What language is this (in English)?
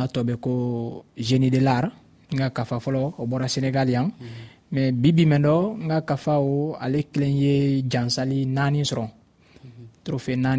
Dyula